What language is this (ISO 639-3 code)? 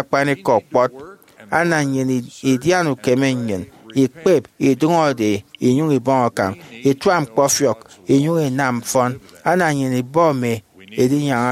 efi